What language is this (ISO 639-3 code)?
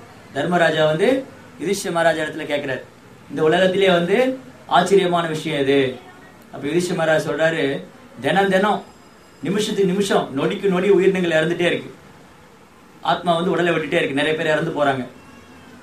tam